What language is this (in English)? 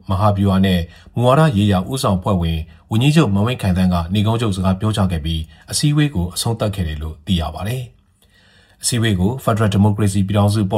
Burmese